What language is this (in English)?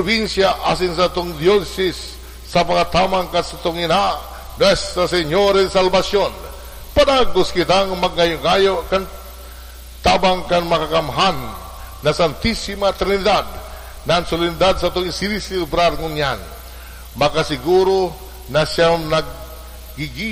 Bikol